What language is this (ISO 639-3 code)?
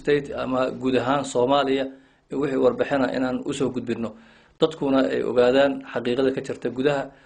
som